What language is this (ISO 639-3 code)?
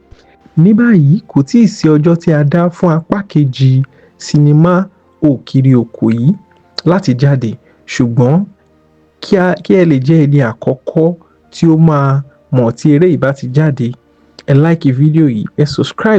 yor